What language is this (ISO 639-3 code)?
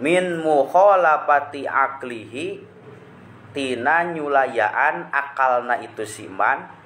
sun